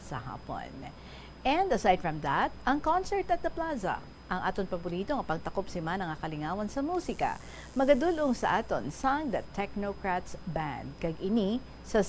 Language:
Hiligaynon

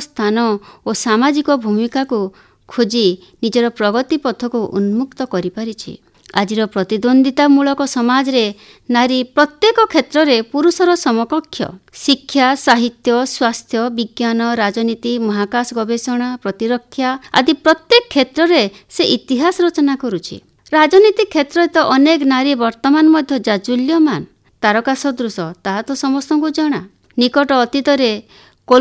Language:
Odia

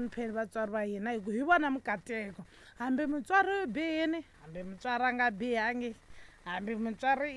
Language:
Tsonga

